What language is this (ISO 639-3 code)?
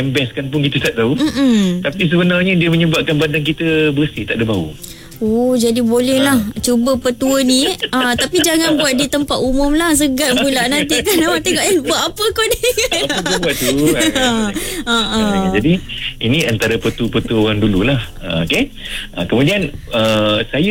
msa